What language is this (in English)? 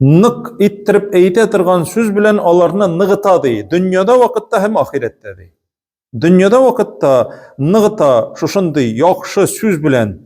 Tatar